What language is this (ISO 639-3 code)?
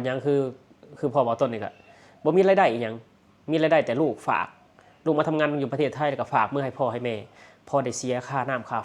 lao